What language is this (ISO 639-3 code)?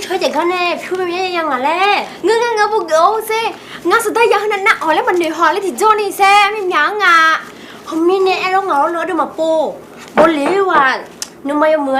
ahk